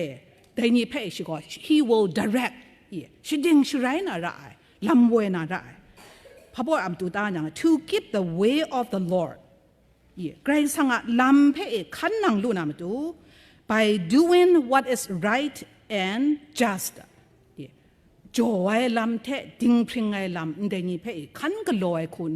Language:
Kachin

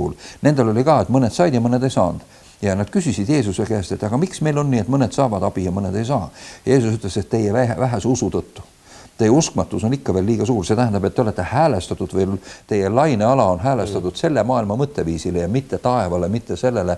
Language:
Estonian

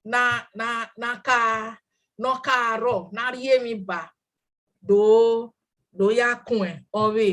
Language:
Bini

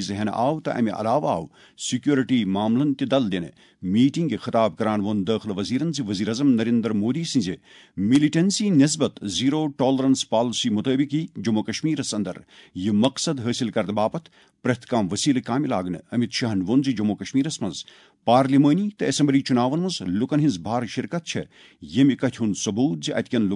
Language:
Kashmiri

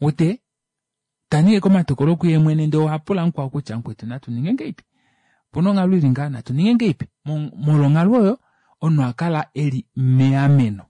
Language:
Kuanyama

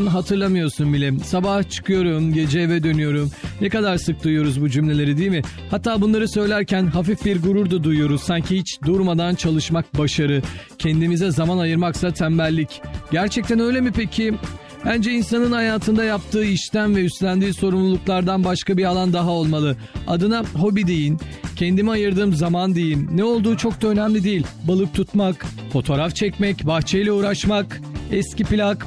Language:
Turkish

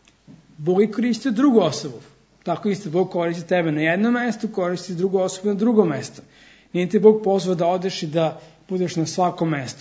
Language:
Serbian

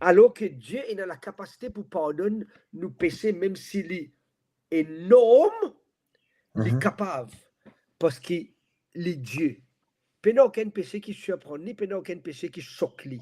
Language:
Morisyen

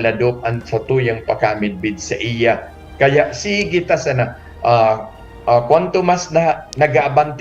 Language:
Bikol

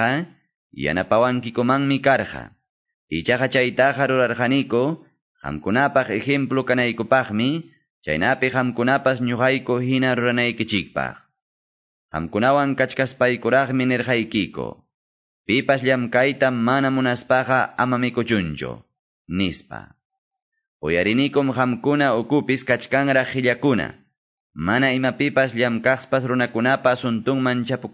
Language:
Quechua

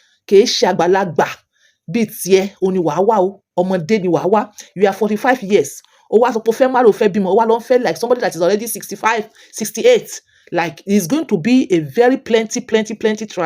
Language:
Yoruba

